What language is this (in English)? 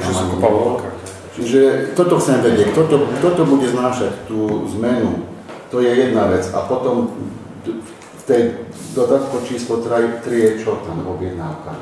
Slovak